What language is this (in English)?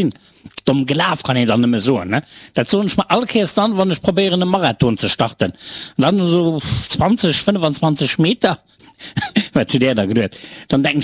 Luxembourgish